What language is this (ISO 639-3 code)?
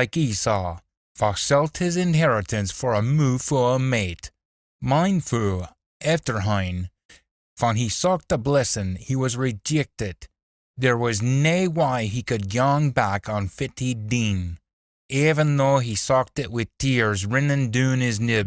sco